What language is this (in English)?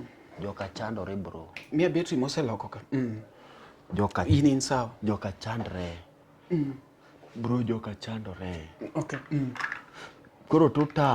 Luo (Kenya and Tanzania)